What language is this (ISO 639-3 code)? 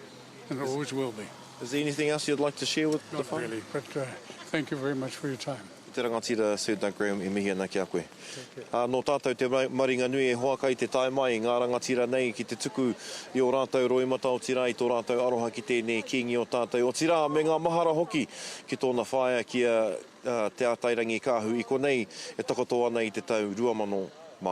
mri